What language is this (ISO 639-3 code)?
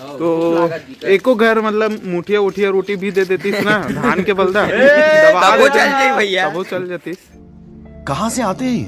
hne